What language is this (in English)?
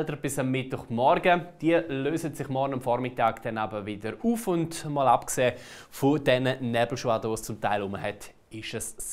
Swiss German